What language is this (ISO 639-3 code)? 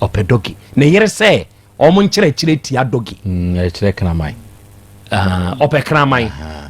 aka